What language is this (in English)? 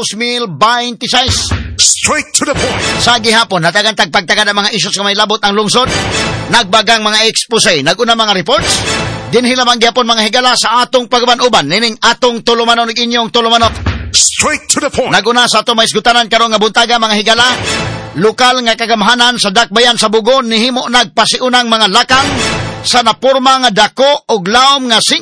Cebuano